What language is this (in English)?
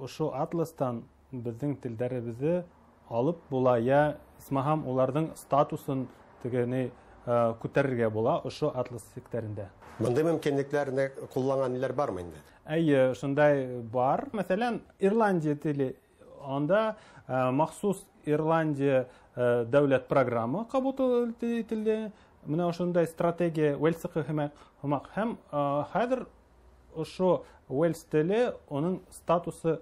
Tatar